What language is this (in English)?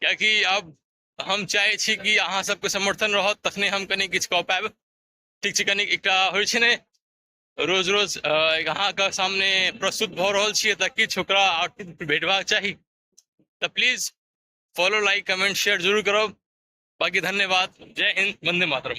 Maithili